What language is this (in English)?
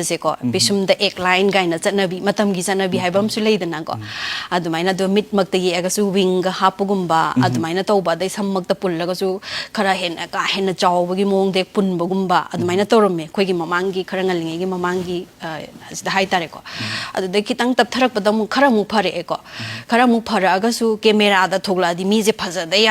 Manipuri